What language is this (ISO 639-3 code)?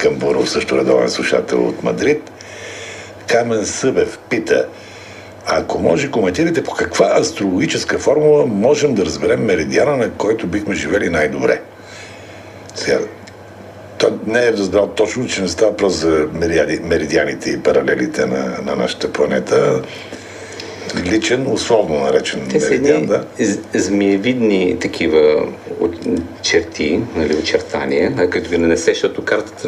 bul